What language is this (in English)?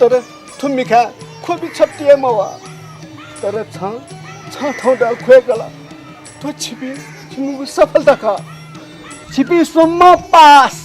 Newari